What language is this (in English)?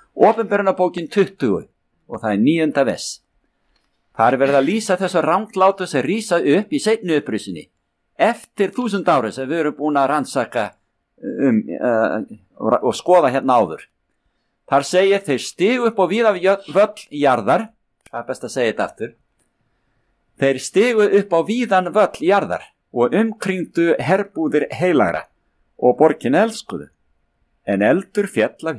Icelandic